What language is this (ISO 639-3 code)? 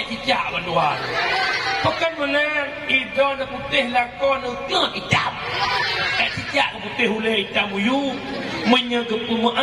ace